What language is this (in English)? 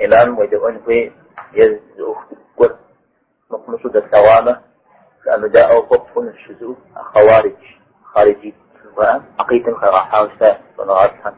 Kabardian